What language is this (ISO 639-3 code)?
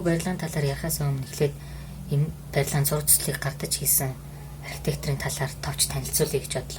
mon